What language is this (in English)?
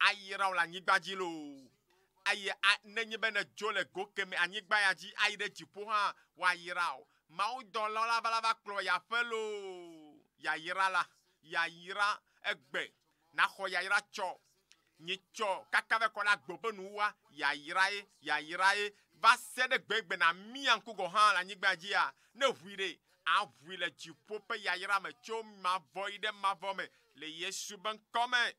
Ewe